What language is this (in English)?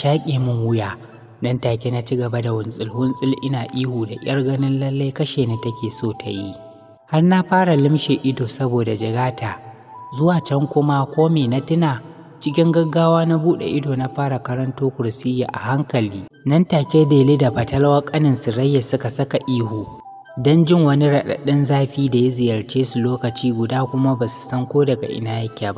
Hausa